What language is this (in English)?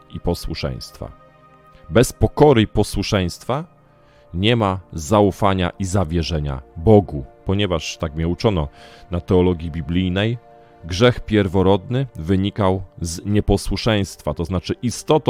Polish